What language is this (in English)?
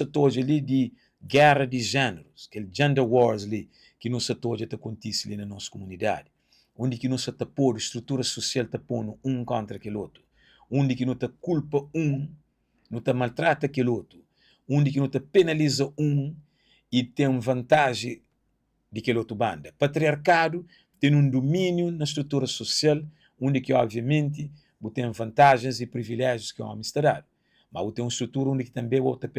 Kabuverdianu